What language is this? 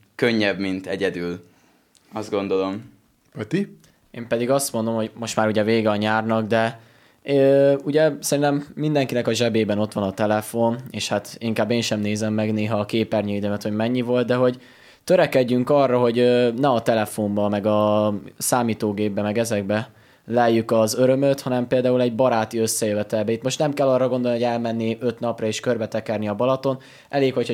Hungarian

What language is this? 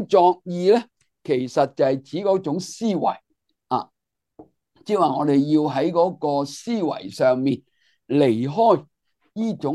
Cantonese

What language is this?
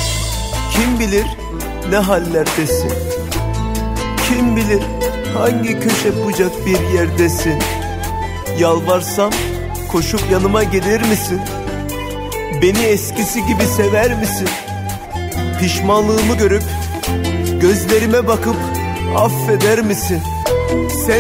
Turkish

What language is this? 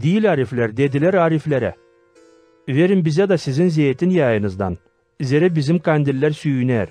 Gagauz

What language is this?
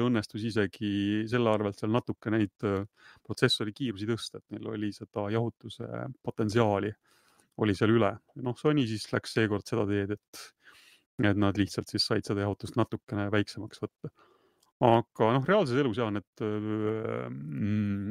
Estonian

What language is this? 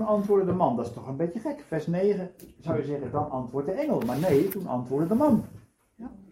Dutch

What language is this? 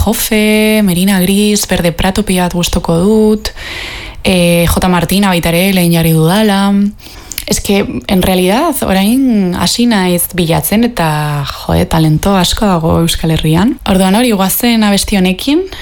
Basque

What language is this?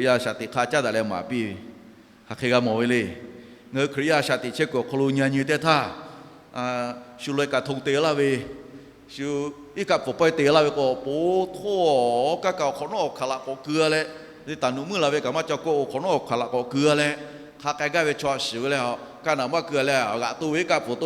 Lahu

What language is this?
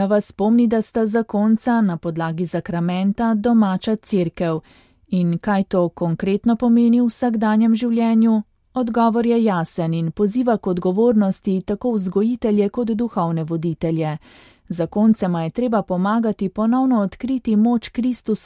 Slovenian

